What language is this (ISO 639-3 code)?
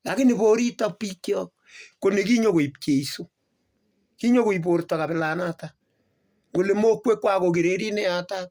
kln